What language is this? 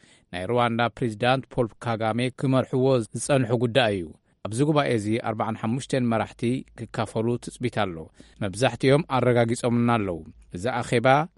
Tigrinya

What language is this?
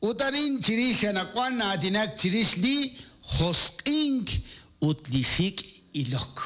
Kekchí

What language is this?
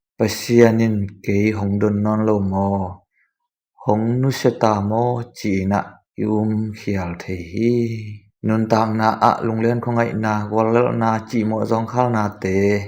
Tedim Chin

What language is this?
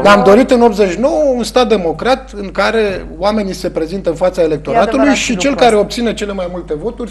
Romanian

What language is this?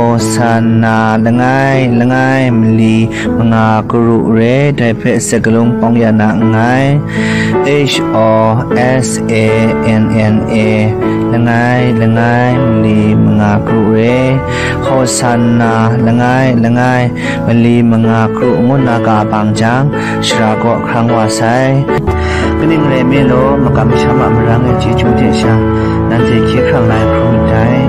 Kachin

